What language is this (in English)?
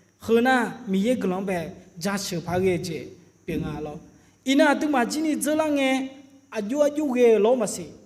Akha